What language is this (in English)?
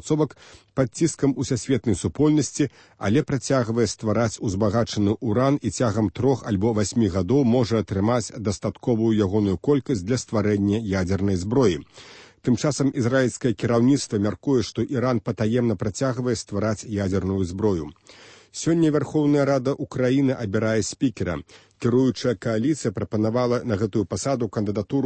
Belarusian